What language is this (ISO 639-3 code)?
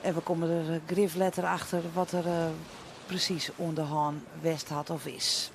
fry